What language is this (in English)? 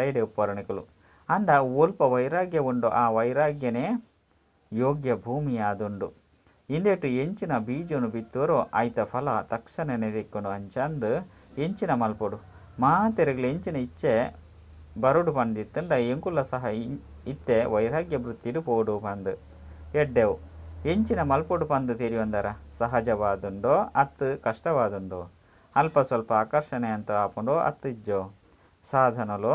Tulu